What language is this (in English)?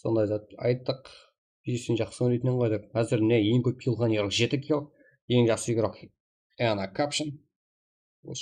Kara-Kalpak